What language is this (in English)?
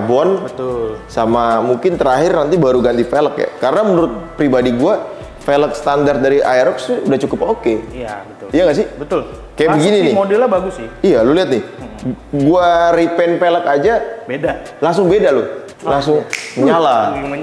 Indonesian